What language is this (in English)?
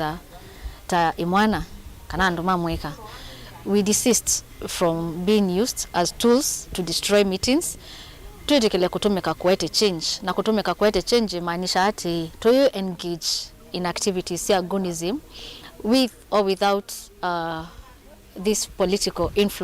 Kamba